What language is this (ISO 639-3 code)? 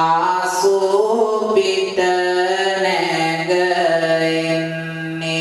sin